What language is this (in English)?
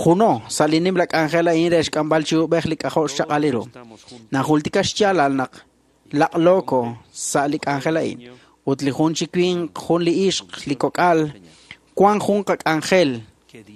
Kekchí